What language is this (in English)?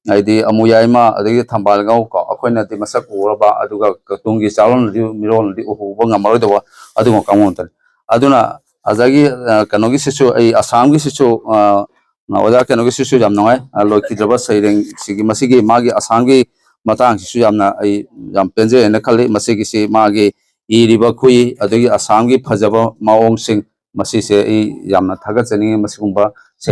Manipuri